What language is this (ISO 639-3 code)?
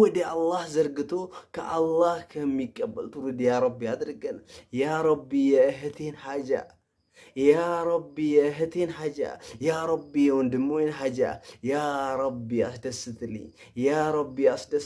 amh